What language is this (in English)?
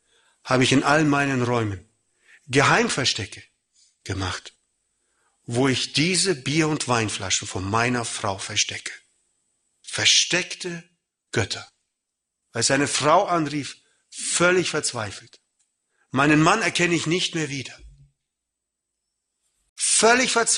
German